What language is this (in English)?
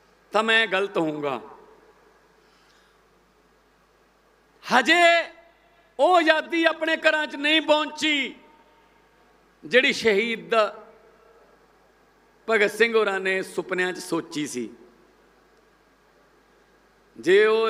Punjabi